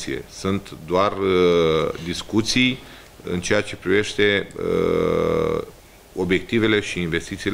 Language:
Romanian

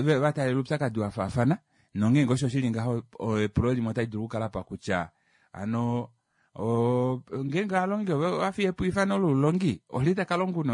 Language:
Kuanyama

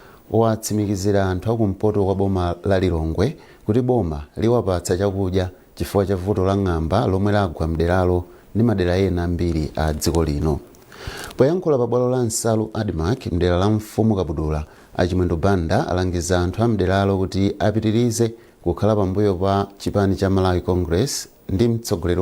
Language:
Nyanja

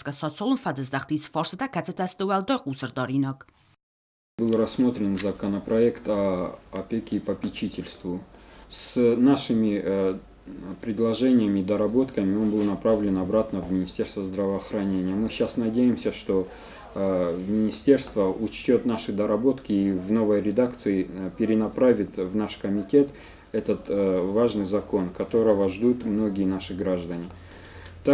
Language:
Ossetic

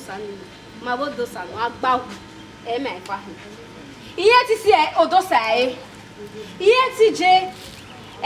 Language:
Bini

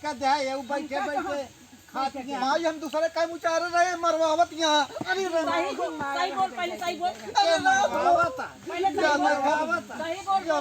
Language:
Awadhi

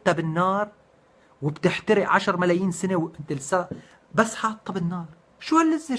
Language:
North Levantine Arabic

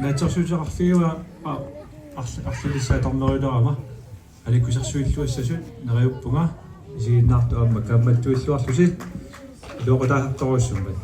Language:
Kalaallisut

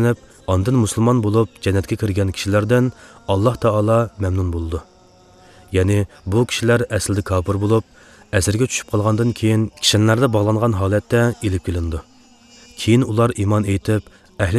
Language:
Uyghur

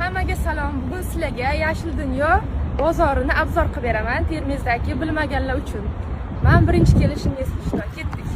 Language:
Uzbek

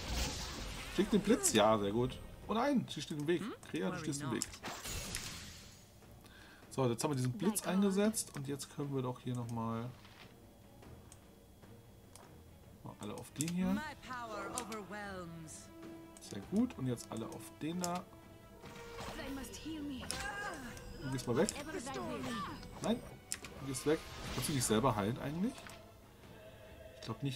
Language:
German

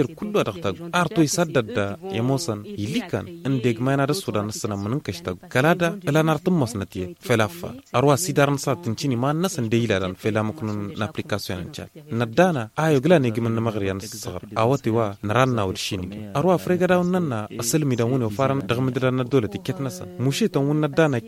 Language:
Tamasheq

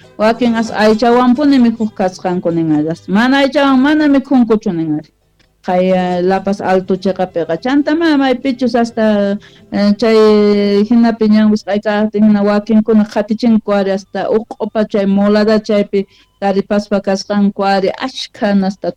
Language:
South Bolivian Quechua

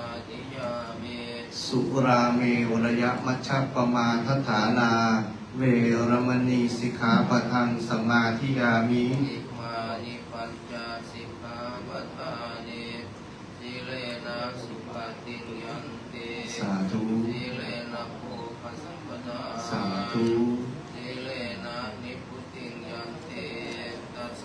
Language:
Pali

